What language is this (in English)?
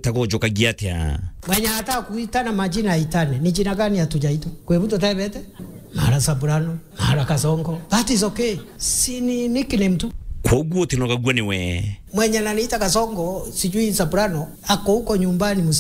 Meru